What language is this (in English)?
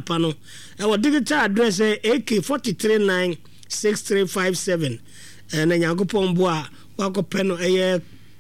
Akan